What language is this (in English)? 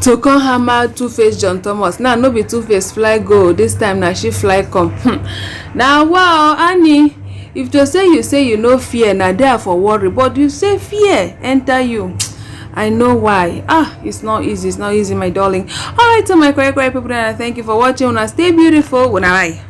Nigerian Pidgin